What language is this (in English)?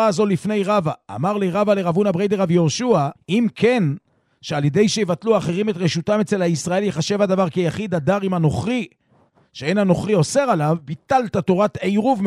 Hebrew